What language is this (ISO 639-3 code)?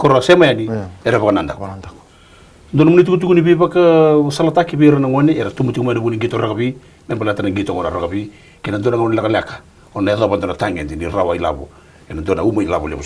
fij